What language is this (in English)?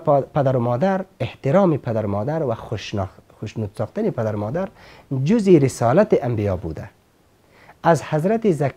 Persian